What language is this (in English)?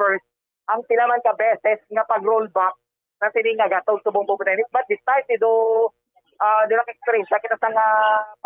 Hiligaynon